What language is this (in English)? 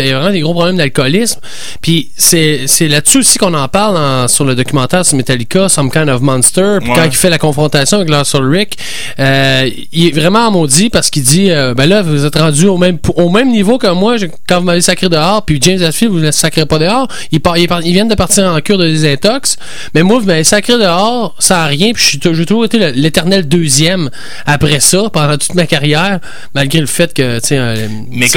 French